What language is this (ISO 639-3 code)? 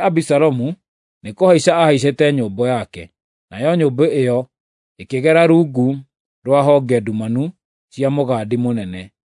kik